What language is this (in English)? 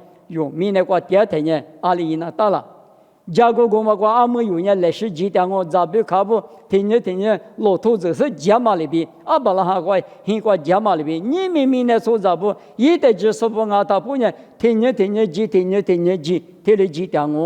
Lisu